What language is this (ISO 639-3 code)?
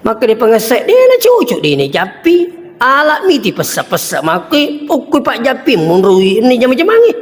bug